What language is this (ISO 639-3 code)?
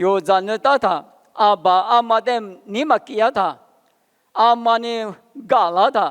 lis